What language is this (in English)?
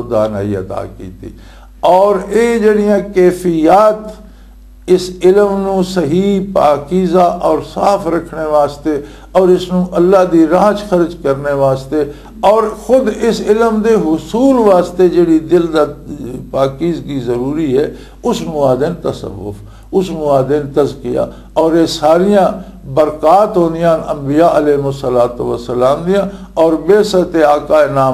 Western Panjabi